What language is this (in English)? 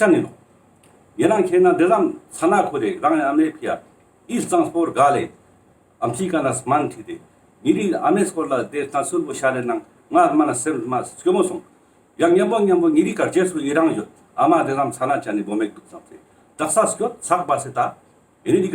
Ladakhi